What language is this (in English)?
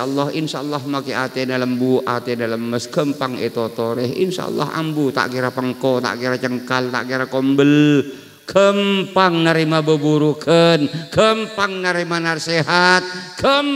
Madurese